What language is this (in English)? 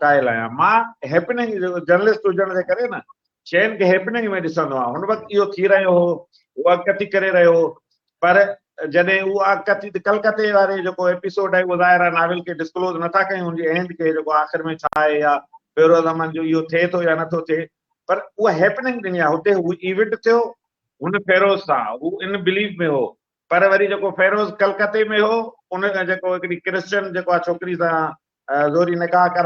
Sindhi